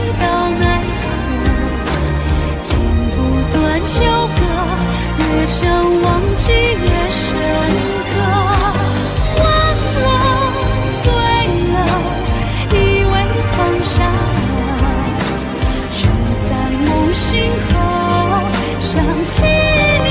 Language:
Chinese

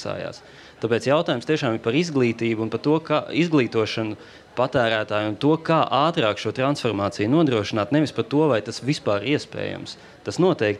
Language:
Latvian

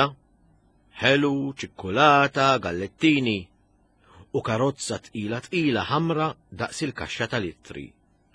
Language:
Maltese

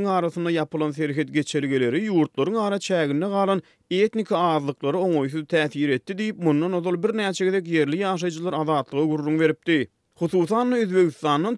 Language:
Turkmen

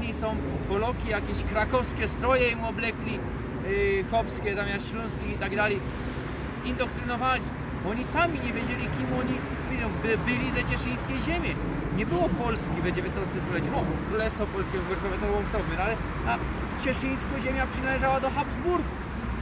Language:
Silesian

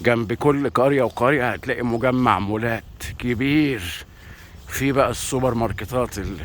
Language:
Egyptian Arabic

